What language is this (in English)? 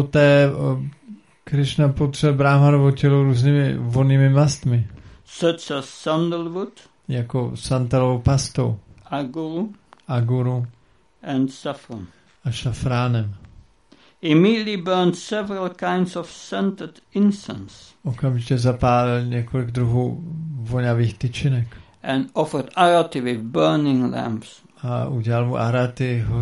Czech